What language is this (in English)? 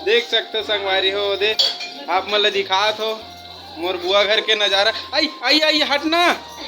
Chhattisgarhi